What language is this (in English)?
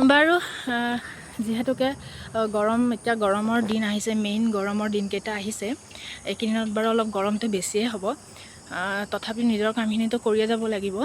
Assamese